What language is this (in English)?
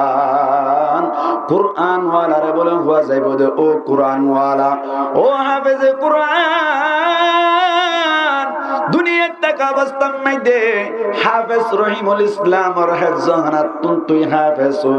Rohingya